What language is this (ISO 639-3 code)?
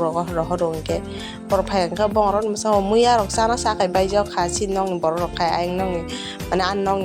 trp